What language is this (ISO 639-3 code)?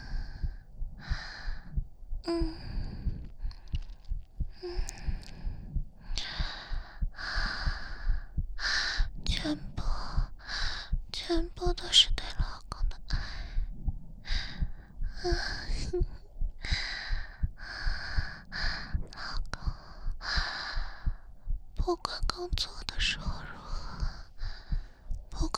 zho